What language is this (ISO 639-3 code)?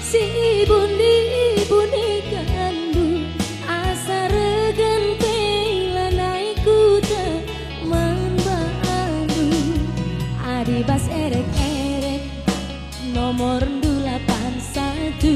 btx